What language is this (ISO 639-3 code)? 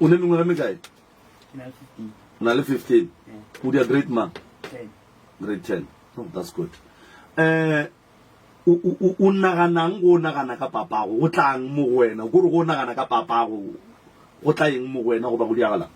nso